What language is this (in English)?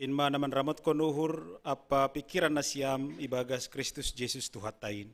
Batak Simalungun